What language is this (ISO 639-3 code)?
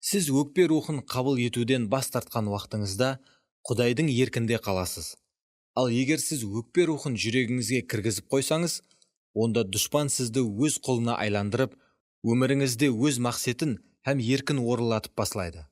kaa